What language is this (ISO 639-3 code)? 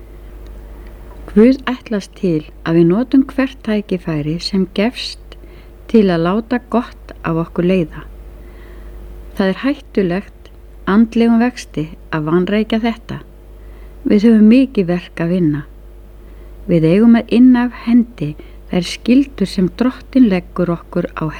isl